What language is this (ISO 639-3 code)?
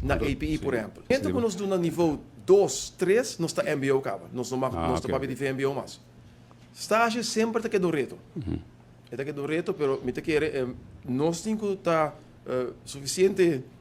pap